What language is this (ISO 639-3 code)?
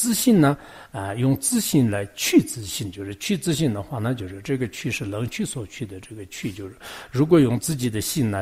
zho